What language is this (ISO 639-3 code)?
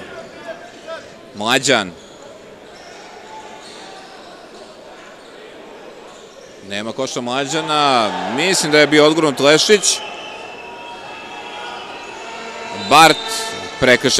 srp